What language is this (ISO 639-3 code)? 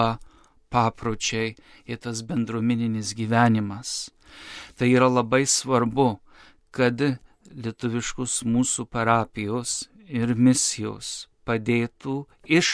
lit